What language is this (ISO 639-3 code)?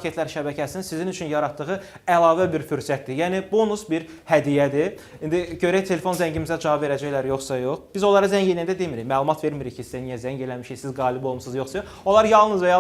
aze